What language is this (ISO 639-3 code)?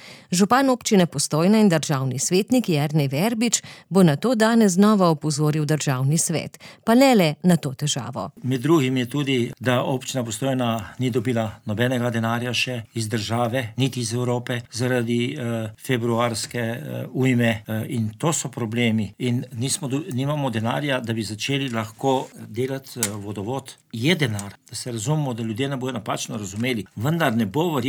slv